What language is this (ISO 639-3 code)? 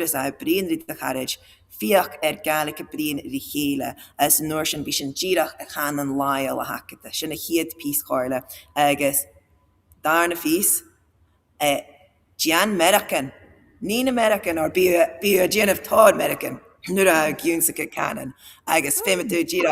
gla